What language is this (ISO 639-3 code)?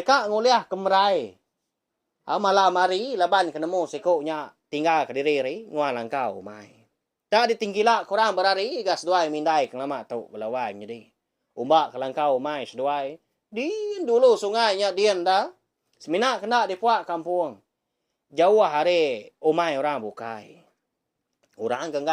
iba